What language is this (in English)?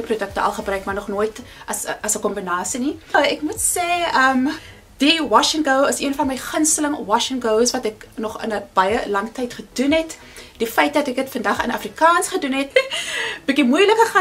Afrikaans